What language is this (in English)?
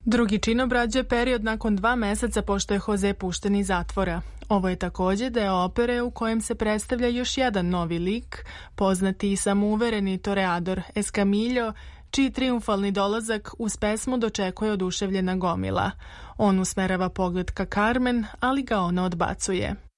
Serbian